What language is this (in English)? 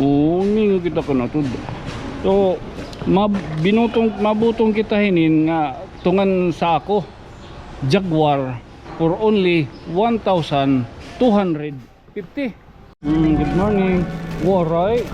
Waray